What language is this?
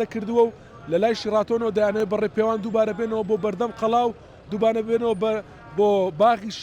Central Kurdish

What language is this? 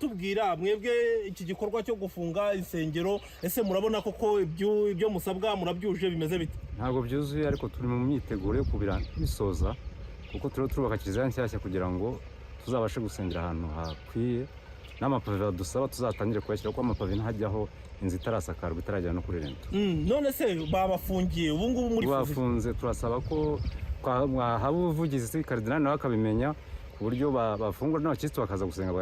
Kinyarwanda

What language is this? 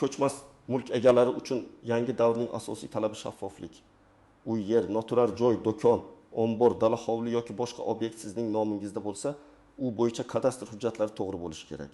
Uzbek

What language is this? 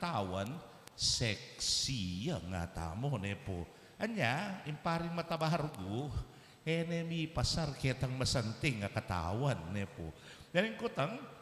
Pampanga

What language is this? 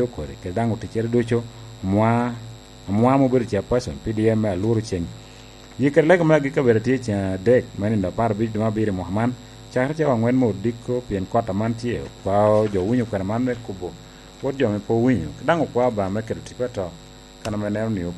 Lango (Uganda)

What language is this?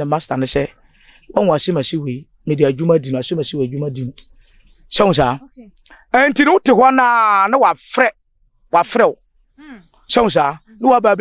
Akan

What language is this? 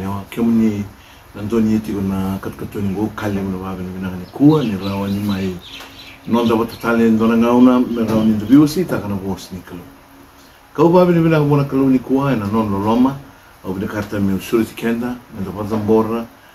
Fijian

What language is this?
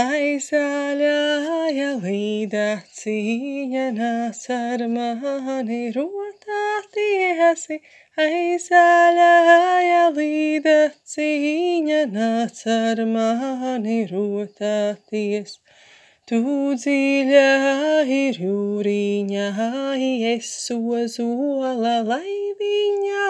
Latvian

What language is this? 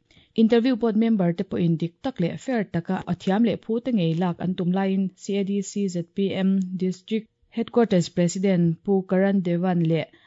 Mizo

